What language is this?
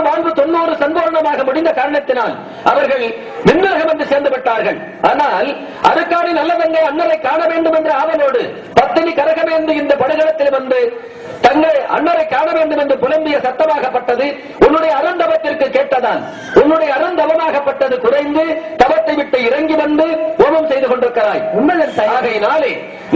Tamil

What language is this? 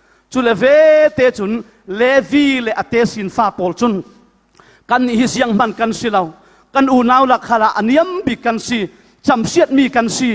Falam Chin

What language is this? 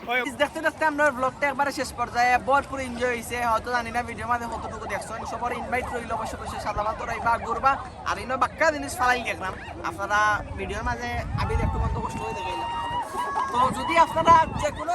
Sylheti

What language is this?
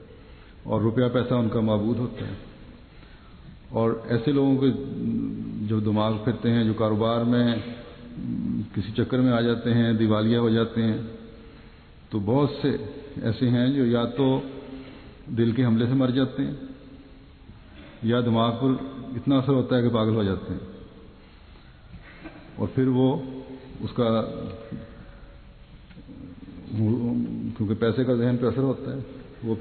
Urdu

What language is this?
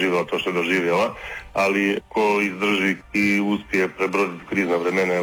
Croatian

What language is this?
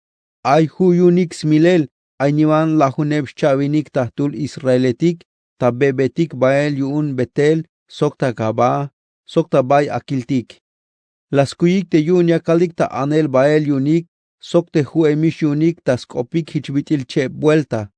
Tzeltal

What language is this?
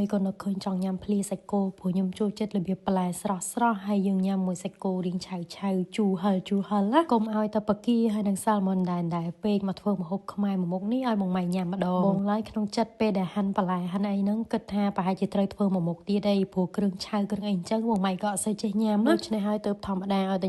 Khmer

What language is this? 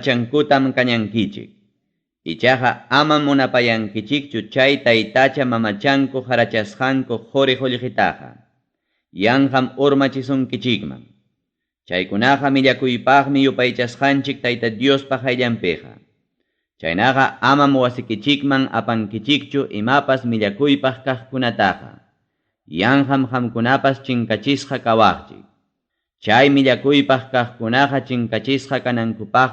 Ayacucho Quechua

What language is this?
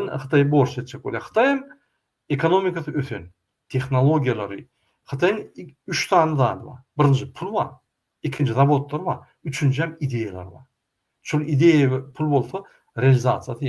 Turkmen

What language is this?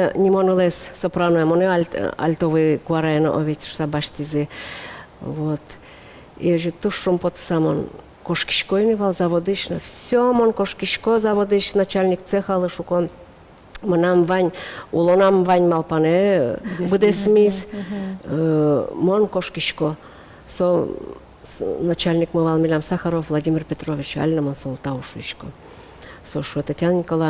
Udmurt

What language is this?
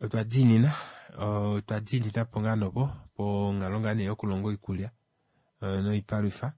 Kuanyama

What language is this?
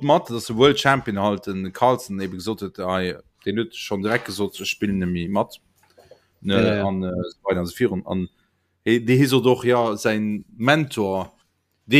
Luxembourgish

